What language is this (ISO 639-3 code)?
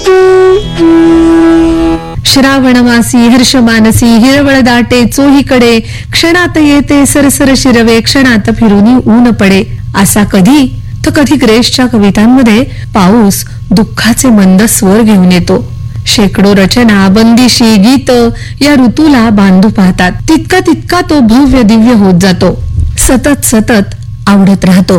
mar